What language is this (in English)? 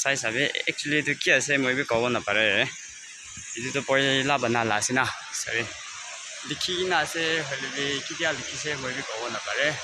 Naga Pidgin